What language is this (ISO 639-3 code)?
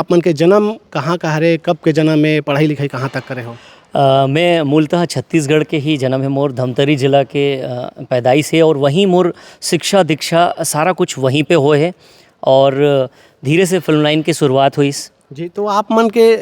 hne